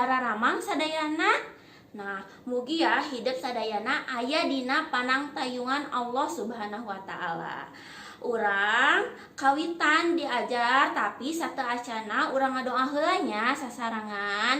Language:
Sundanese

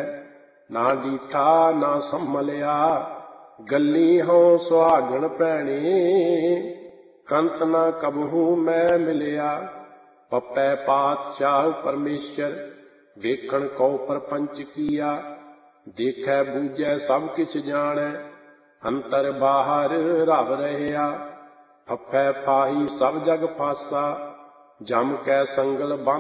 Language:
Punjabi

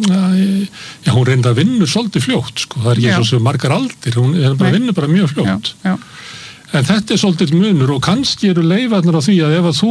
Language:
Icelandic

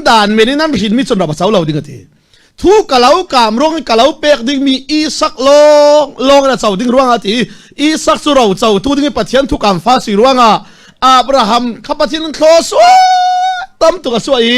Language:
Falam Chin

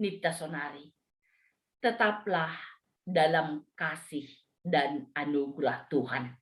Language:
Batak Simalungun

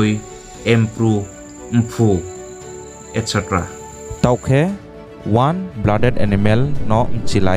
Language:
Riang (India)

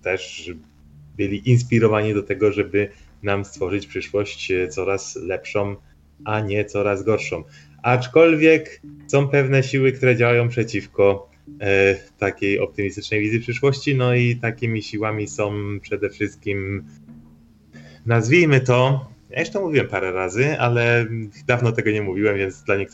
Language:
Polish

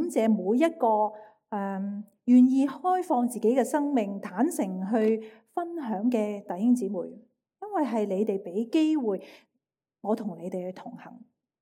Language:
Cantonese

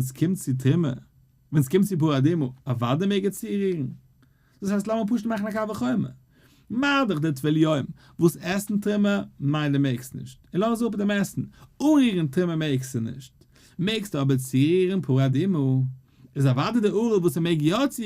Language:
Yiddish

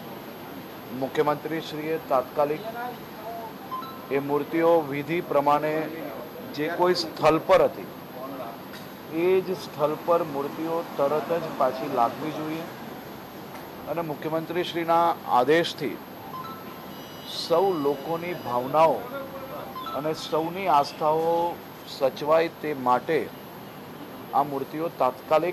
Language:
Gujarati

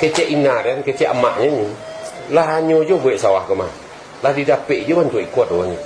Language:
Minangkabau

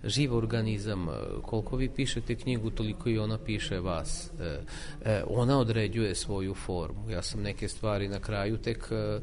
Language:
Serbian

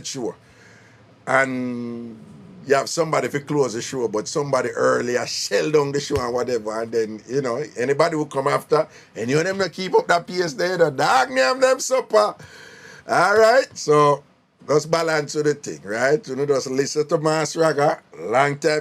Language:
Jamaican Creole English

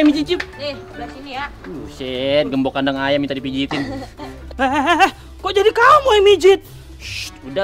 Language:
Betawi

